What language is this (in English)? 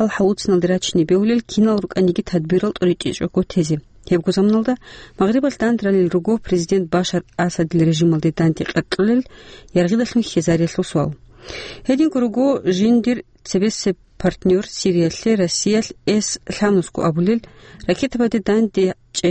Avaric